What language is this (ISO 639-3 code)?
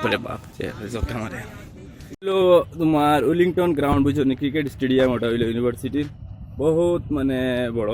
syl